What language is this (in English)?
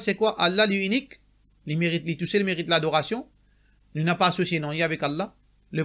Morisyen